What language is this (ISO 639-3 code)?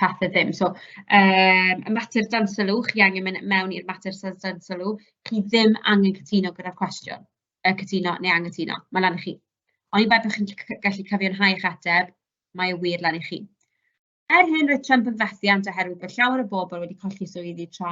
cym